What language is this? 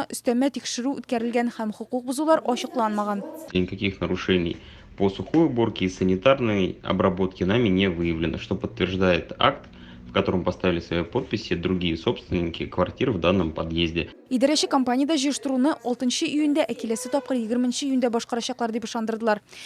Tatar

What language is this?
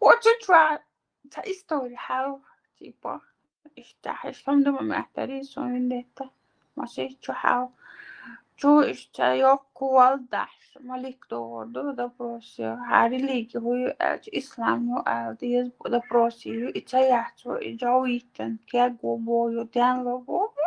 Chechen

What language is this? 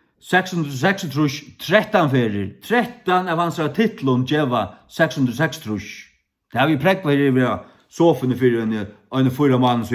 Faroese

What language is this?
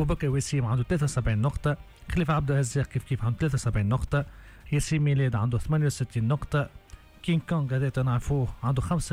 Tunisian Arabic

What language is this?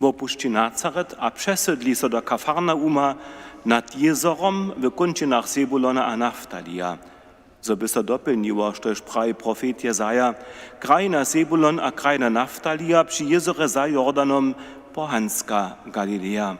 Upper Sorbian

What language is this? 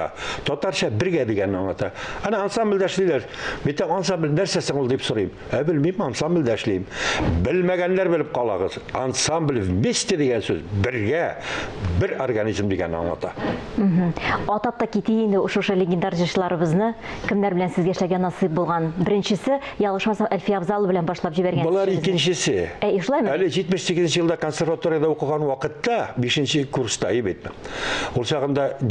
Tatar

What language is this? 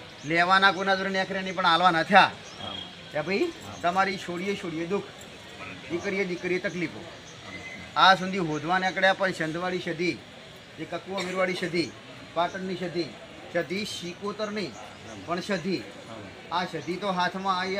Gujarati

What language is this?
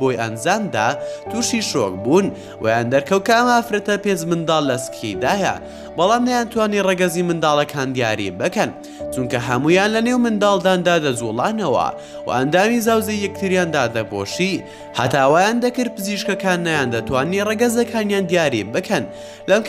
Central Kurdish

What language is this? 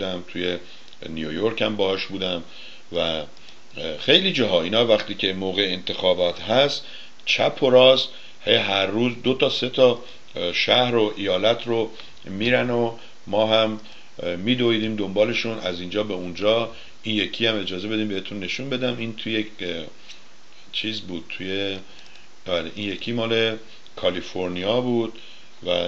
Persian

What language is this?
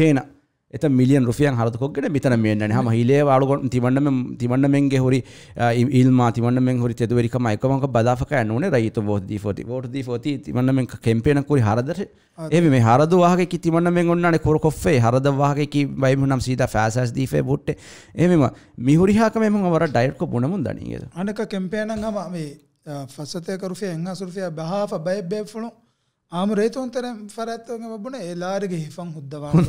Divehi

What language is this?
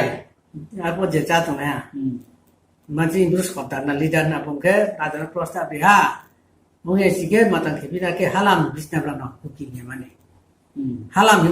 Riang (India)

